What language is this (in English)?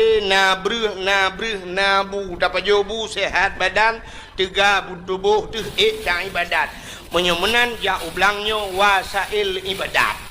Achinese